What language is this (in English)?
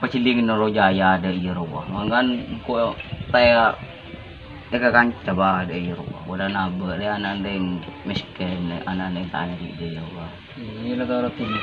Madurese